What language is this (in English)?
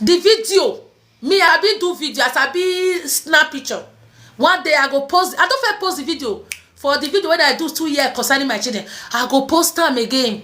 Nigerian Pidgin